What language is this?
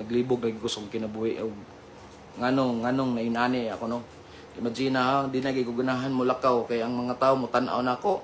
Cebuano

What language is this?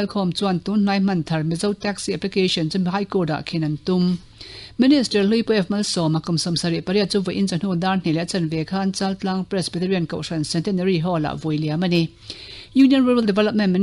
Mizo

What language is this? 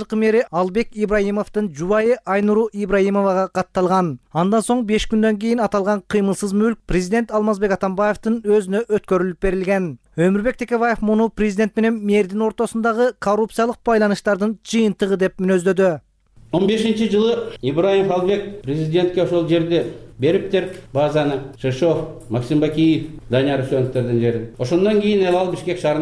Kyrgyz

